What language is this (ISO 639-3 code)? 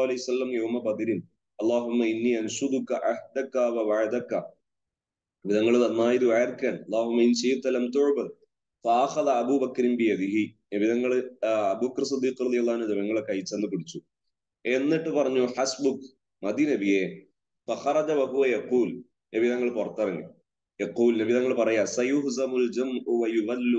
mal